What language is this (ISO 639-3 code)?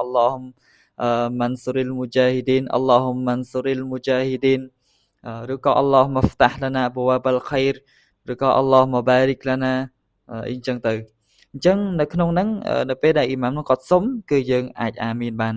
khm